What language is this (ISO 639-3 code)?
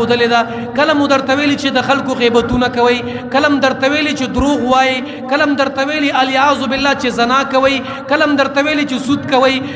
pus